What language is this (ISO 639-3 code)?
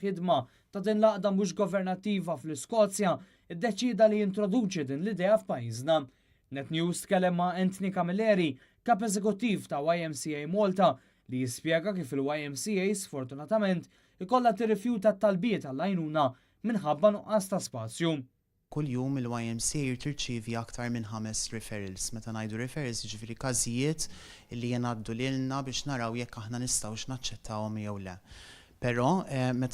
mlt